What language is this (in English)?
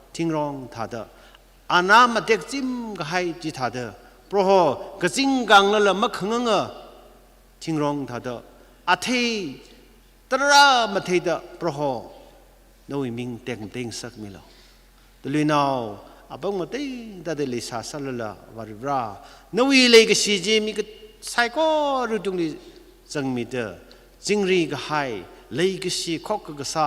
Tangkhul Naga (India)